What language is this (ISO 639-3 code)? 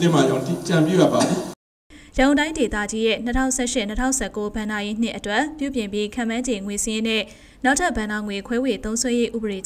mya